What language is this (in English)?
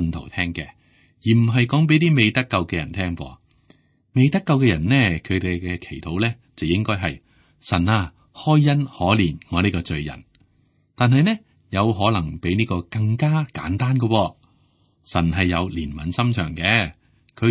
Cantonese